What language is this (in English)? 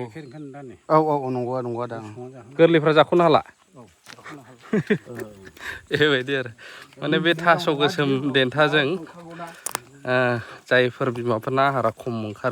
Bodo